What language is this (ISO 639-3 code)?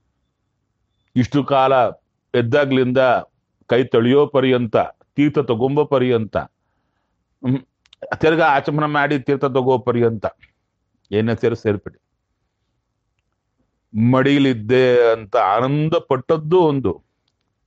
kan